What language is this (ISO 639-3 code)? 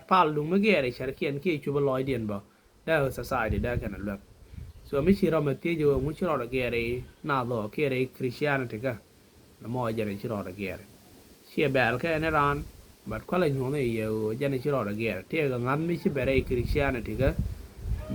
nus